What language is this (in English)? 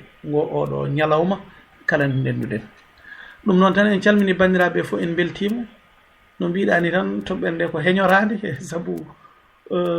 Fula